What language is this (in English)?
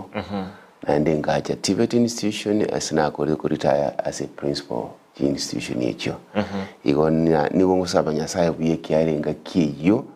Gusii